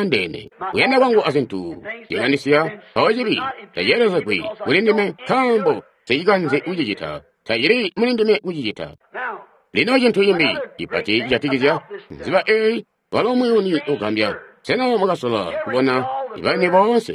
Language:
Tonga (Zambia)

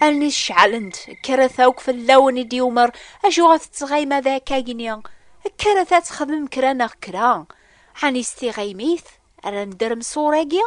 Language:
Kabyle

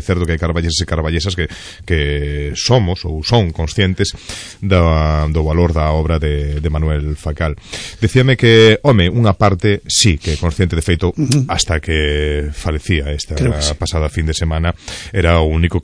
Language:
Galician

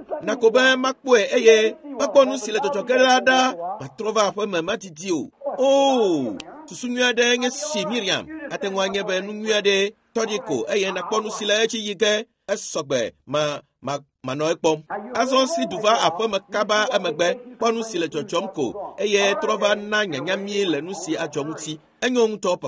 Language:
Ewe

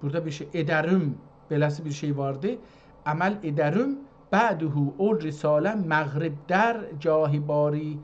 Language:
South Azerbaijani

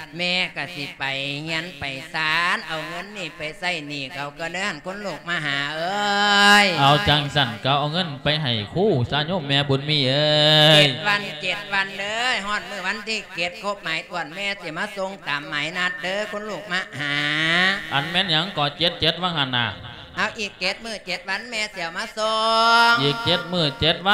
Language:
Lao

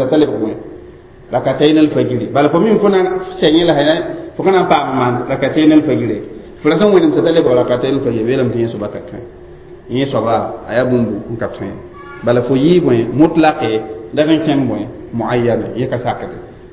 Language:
Mossi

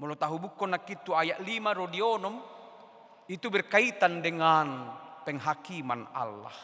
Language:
Batak Toba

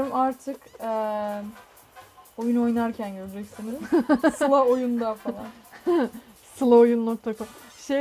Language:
Turkish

